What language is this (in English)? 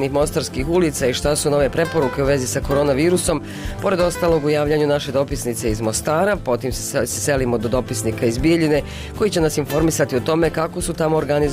Bosnian